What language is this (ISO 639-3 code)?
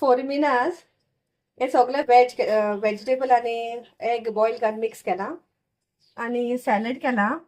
kok